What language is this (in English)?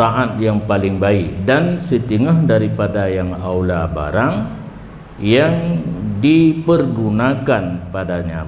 Achinese